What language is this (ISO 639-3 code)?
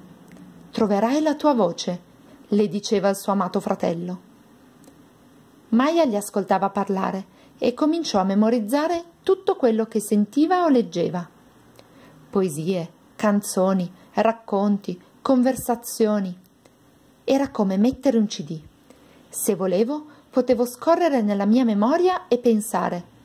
ita